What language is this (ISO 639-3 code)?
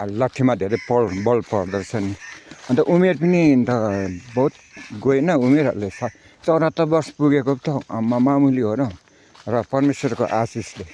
nep